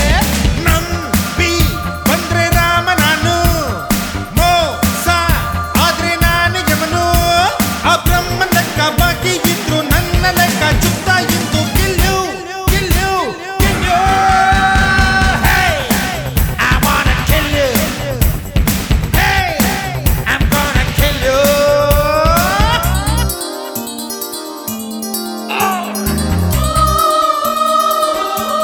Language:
Kannada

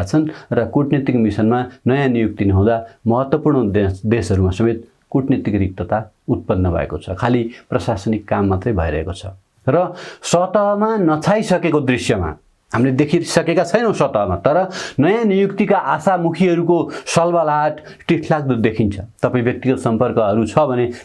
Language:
Nepali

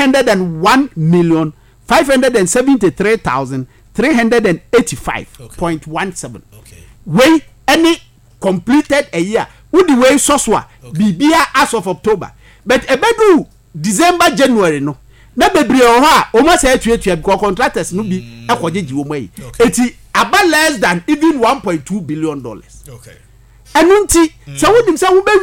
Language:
Akan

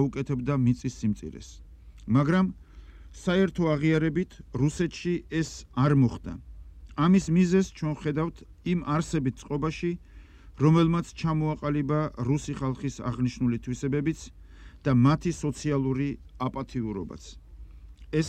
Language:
Georgian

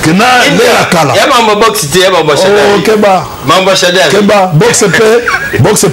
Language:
Lingala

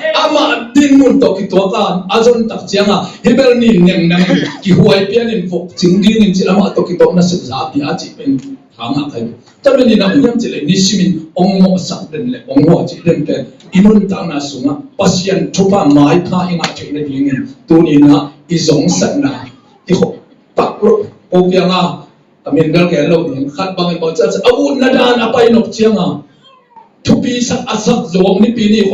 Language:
Tedim Chin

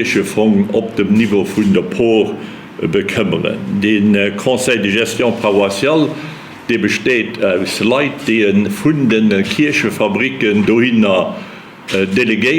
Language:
Luxembourgish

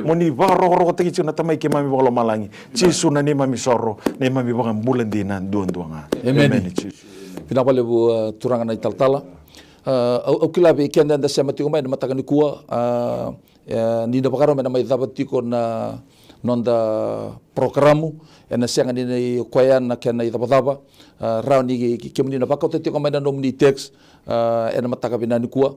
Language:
Fijian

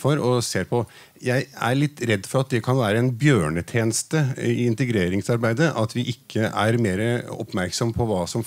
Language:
Norwegian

